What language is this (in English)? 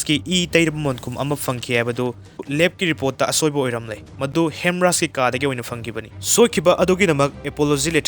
Manipuri